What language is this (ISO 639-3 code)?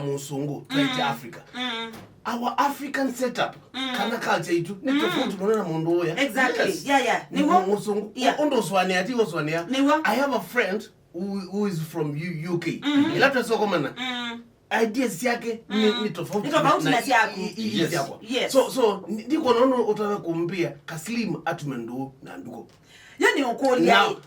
kam